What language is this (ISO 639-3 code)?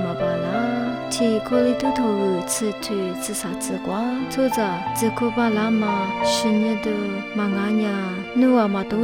lis